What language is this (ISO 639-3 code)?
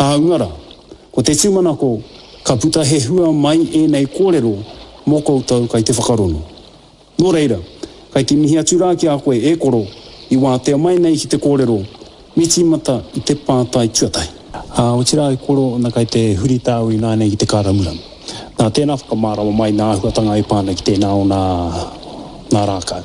mri